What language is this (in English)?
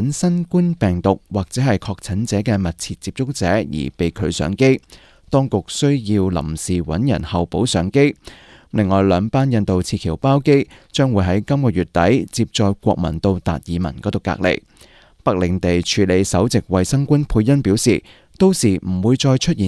Cantonese